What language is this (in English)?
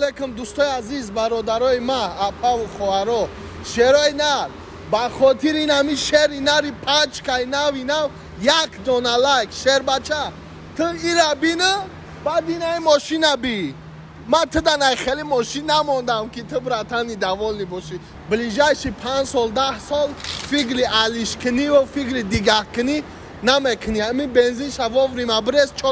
Tajik